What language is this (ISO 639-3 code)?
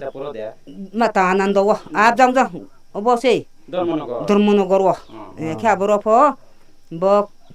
ria